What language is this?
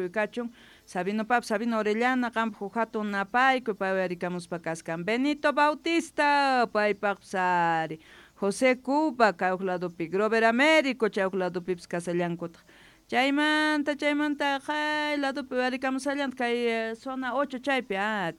Quechua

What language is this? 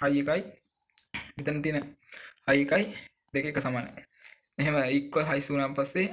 Sinhala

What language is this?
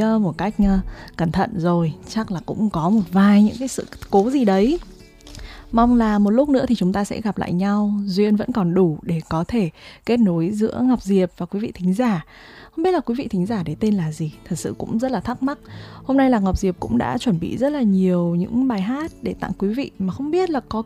Vietnamese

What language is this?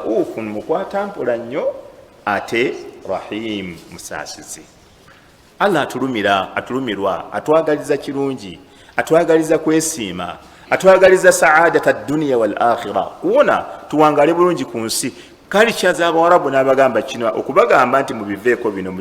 Ganda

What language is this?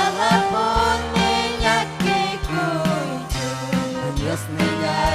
Ayacucho Quechua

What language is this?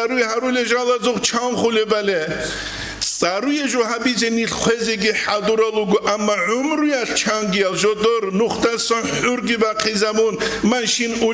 Avaric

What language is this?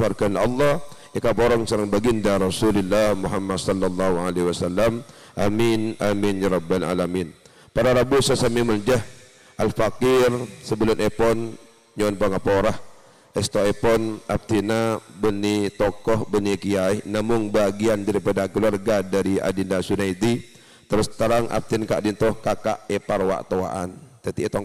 Madurese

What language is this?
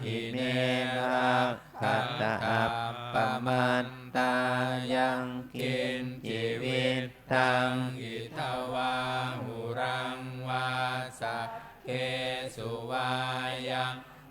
Pali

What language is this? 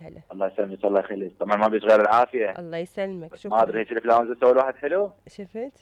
Mesopotamian Arabic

